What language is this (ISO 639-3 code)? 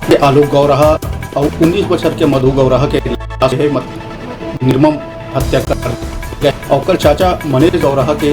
hne